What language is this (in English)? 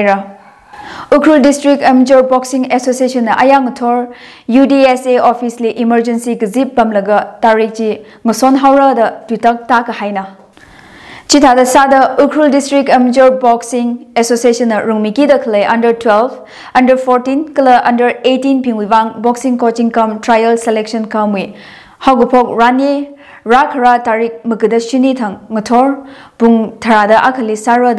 Tangkhul Naga (India)